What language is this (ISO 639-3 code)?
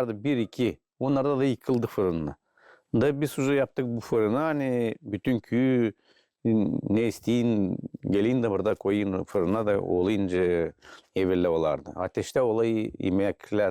gag